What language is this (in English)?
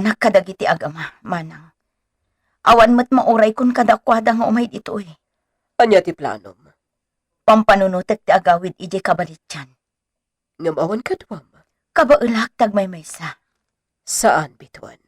Iloko